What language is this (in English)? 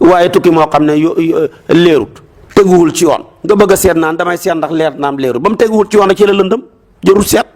Wolof